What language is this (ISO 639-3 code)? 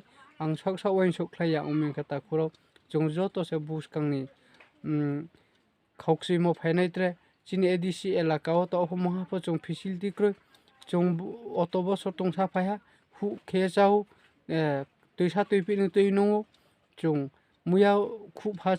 ria